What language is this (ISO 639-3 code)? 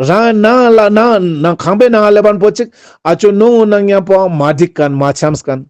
lbj